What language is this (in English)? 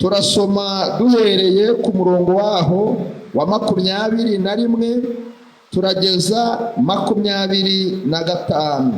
Kinyarwanda